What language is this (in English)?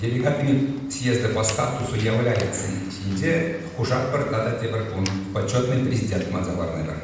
Chuvash